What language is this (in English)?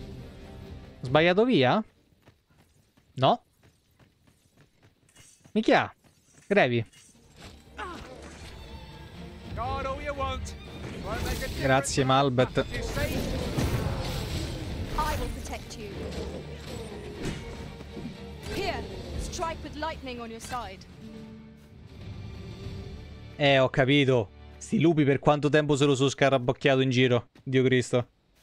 Italian